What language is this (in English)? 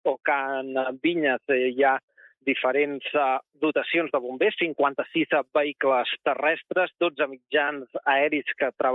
Catalan